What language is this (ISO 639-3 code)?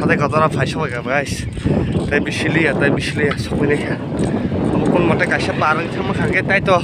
trp